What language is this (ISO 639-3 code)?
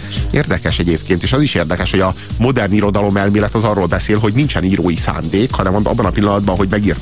hun